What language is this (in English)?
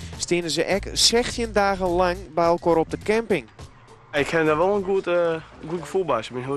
Western Frisian